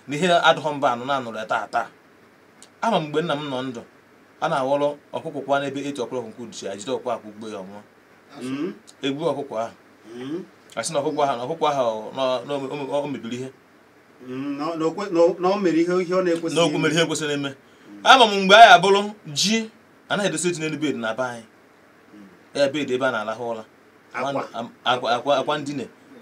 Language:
Igbo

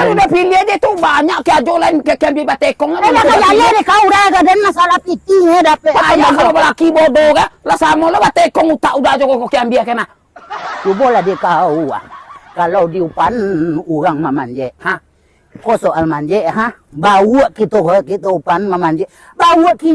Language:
Minangkabau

